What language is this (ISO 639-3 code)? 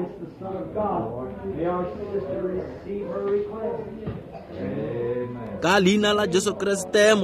tsn